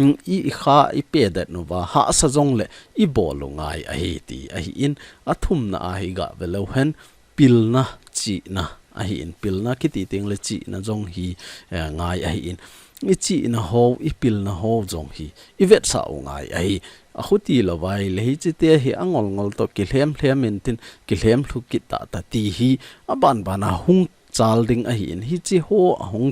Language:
Thado Chin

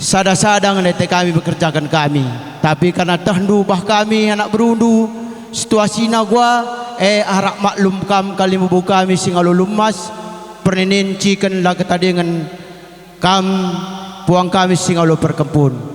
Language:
Batak Karo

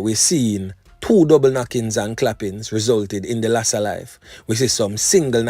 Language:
Jamaican Creole English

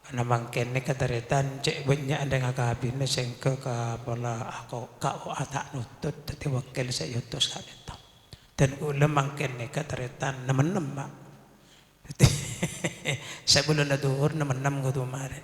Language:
Madurese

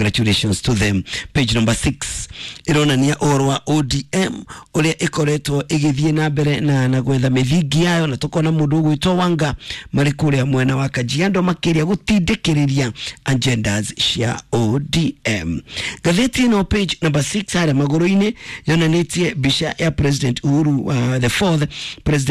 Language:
Kikuyu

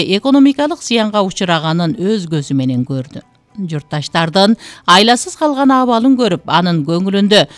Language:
Kyrgyz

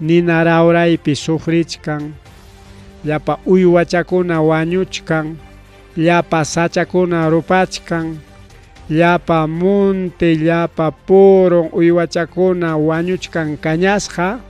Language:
Ayacucho Quechua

